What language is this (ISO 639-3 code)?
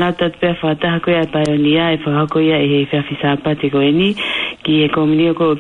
ton